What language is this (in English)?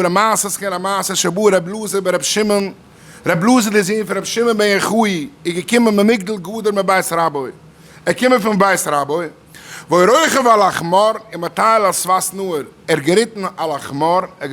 Yiddish